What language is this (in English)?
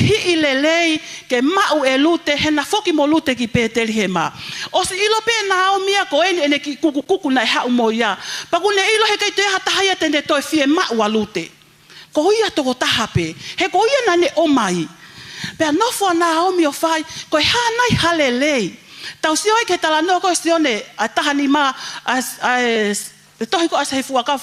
Tongan